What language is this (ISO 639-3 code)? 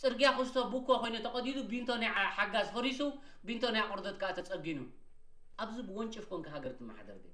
tir